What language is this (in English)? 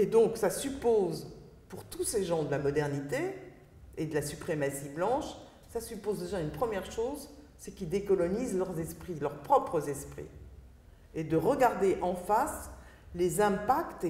French